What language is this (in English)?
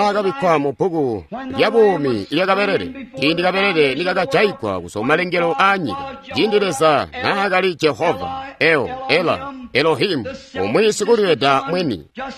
Tonga (Zambia)